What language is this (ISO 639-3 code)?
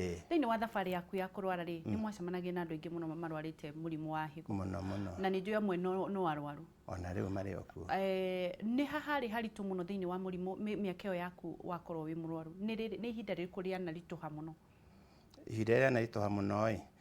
kik